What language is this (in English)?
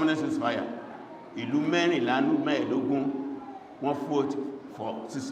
Yoruba